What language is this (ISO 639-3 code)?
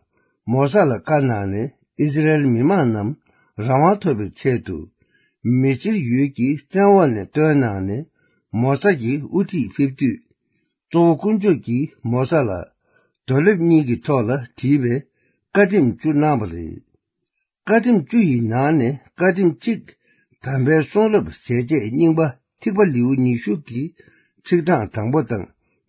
bod